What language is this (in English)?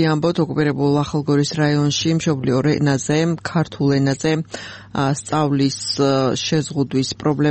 Georgian